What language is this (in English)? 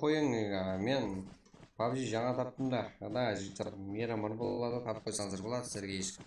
Kara-Kalpak